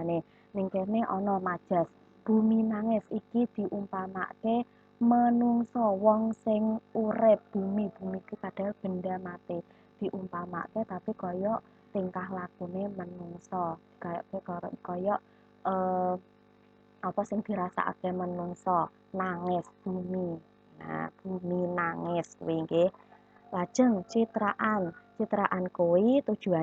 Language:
Javanese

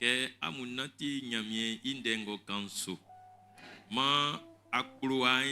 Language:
Baoulé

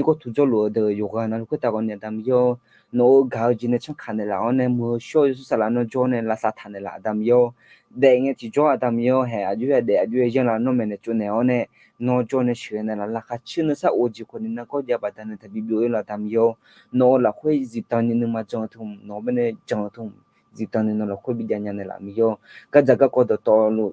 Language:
Akha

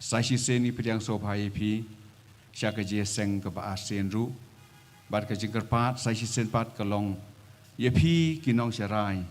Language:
Khasi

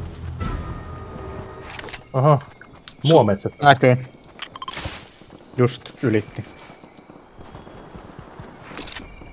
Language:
Finnish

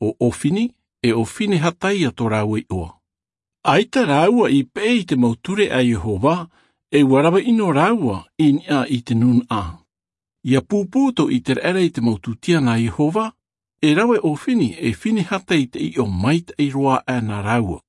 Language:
Tahitian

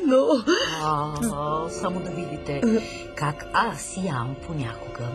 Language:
Bulgarian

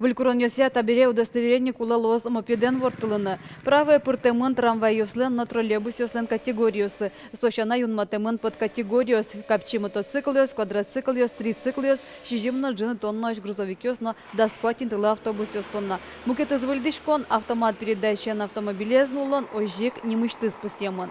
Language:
Udmurt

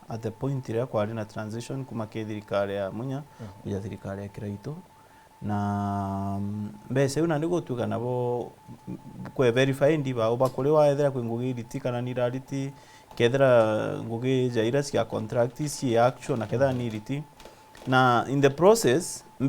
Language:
Meru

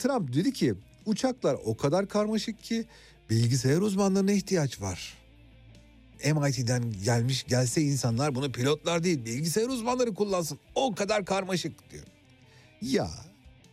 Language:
Turkish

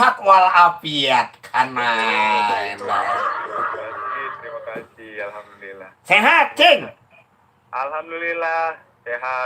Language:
Betawi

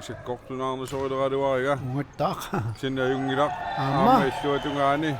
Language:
Kalaallisut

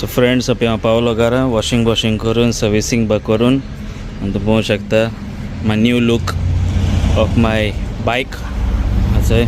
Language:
Konkani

